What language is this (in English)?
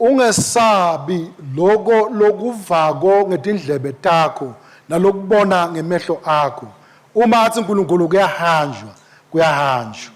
Swati